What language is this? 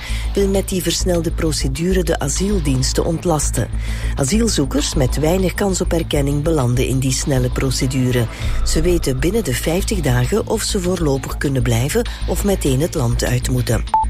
Dutch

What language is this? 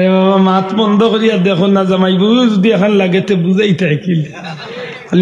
Sylheti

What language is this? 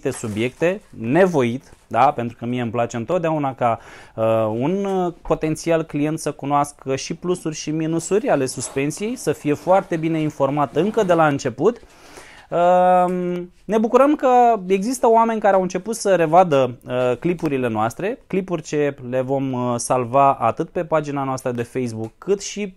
Romanian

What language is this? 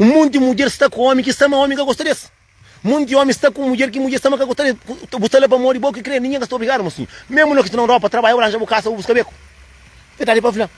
Kabuverdianu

